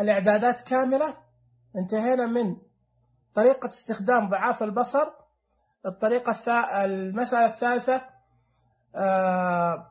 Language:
Najdi Arabic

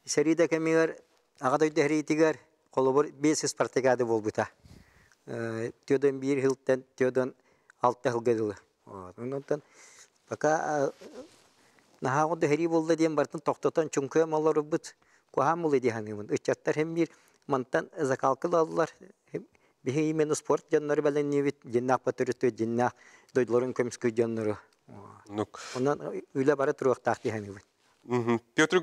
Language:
Yakut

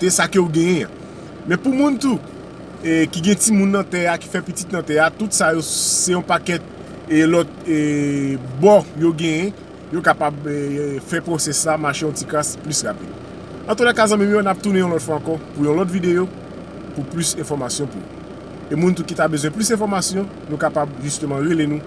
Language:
Haitian Creole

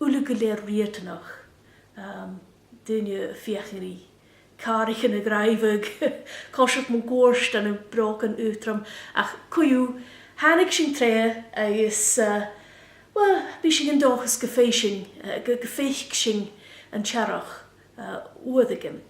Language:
Scottish Gaelic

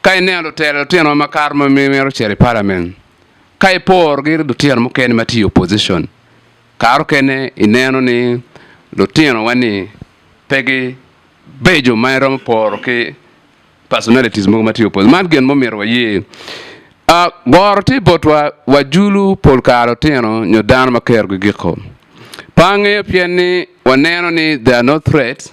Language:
Acoli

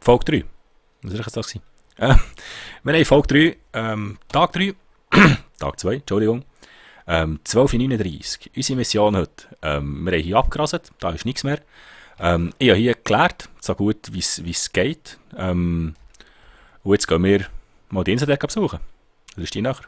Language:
Swiss German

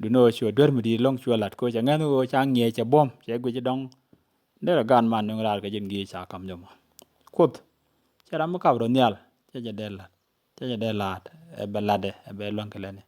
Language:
Nuer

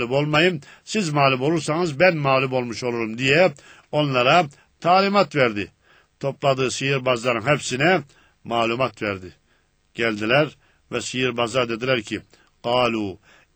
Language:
Turkish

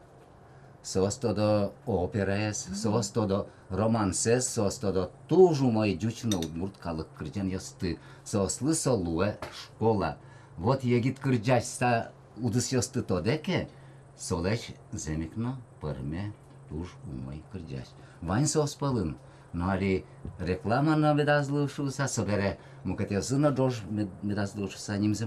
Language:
Udmurt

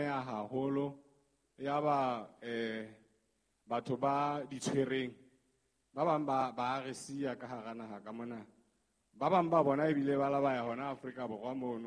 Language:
Southern Sotho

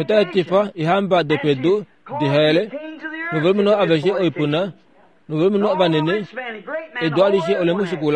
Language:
Kuanyama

